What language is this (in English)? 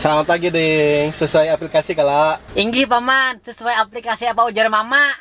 Banjar